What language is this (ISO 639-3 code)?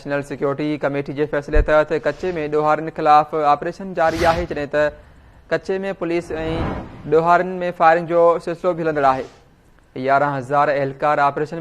snd